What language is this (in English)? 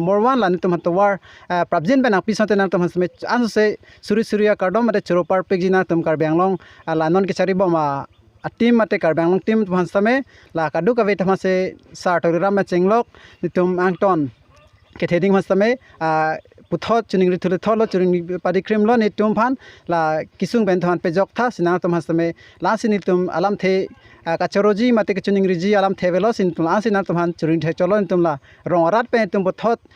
Karbi